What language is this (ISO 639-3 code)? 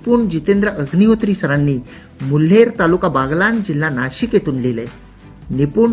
mar